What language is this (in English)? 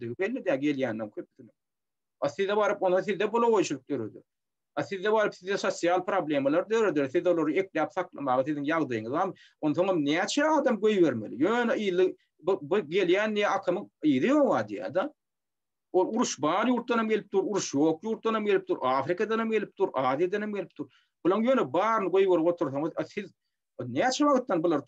Turkmen